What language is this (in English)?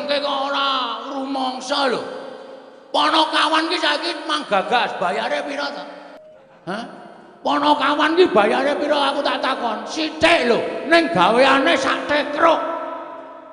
Javanese